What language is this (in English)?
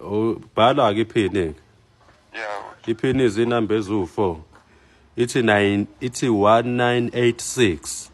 Zulu